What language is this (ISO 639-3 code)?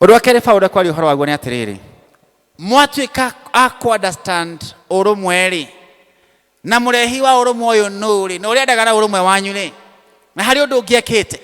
kik